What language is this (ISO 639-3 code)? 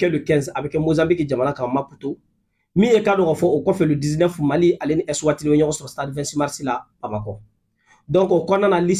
bam